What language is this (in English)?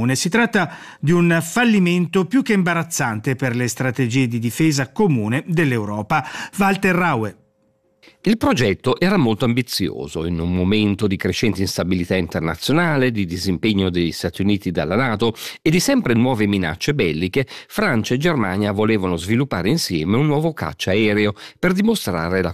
Italian